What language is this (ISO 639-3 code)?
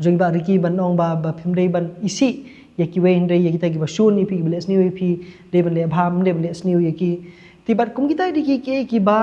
kha